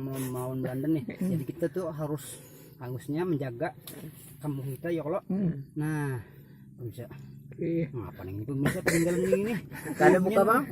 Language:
Banjar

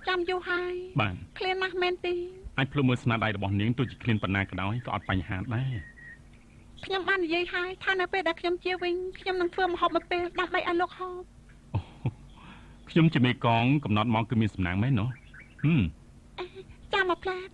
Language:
Khmer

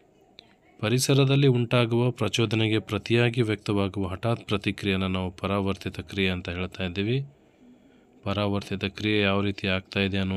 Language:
Kannada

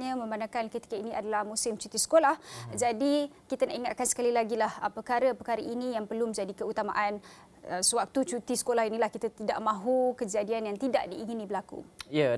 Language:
Malay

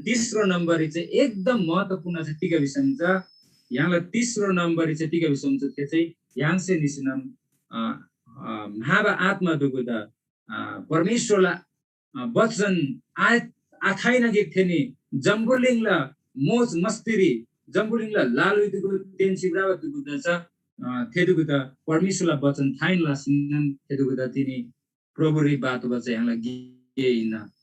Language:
Eastern Tamang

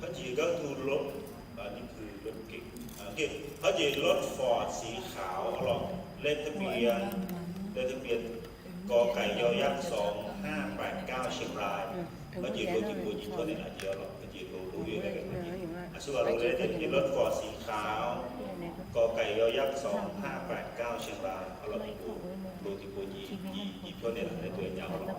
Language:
Akha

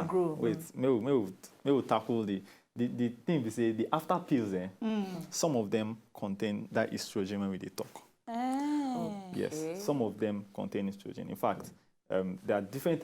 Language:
Nigerian Pidgin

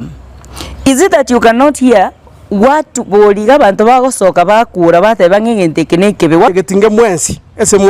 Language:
Gusii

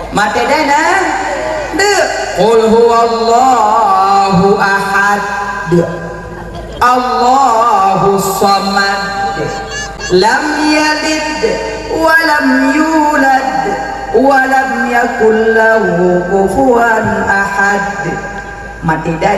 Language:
Achinese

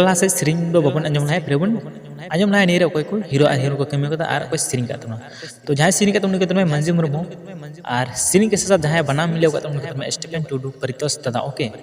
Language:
Santali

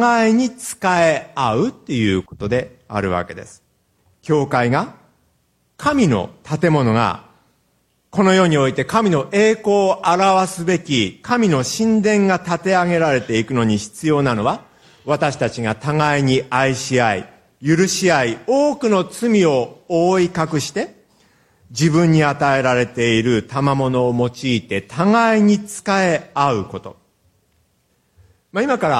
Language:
Japanese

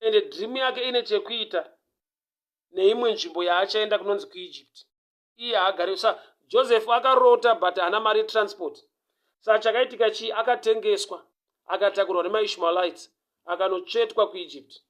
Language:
Shona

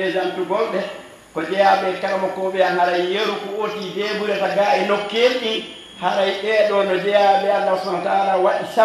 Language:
Fula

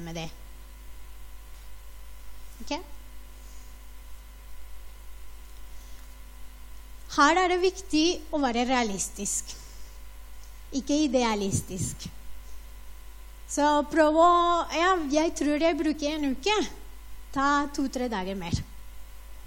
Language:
Norwegian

